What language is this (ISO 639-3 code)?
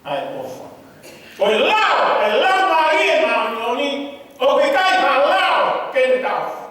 ton